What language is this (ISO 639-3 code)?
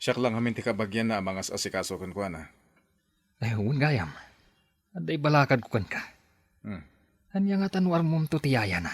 ilo